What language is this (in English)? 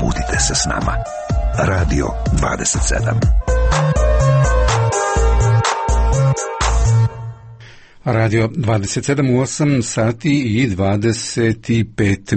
Croatian